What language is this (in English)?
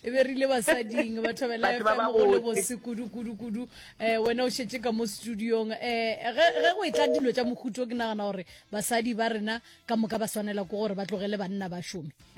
Northern Sotho